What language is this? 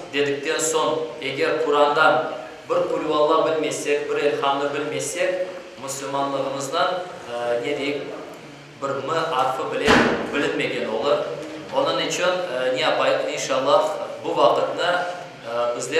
Crimean Tatar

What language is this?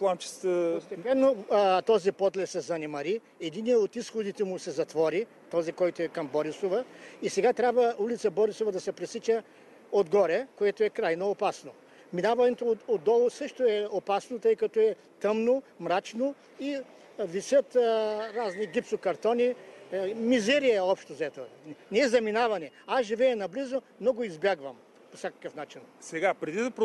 Bulgarian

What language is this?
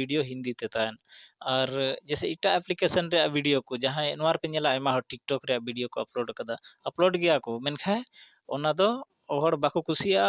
Santali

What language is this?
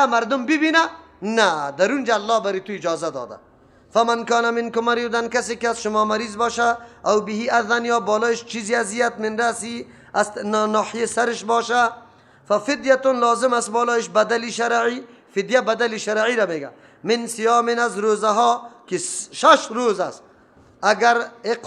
Persian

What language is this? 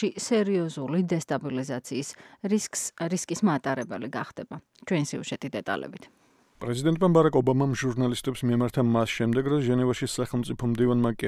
Georgian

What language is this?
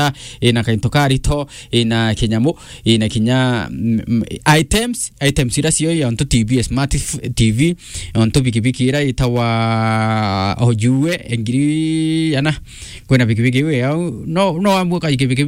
Meru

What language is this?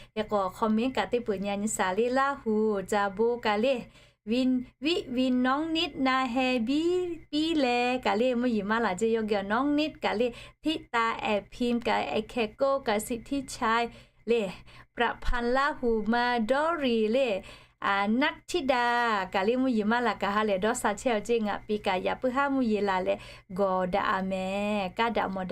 Lahu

